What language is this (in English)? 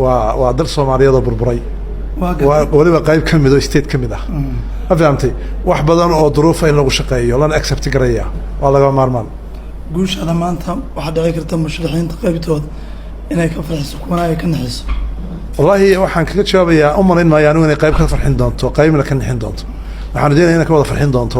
Somali